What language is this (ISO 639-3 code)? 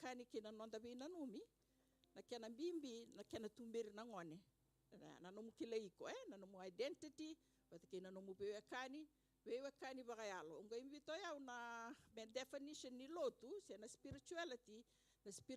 fij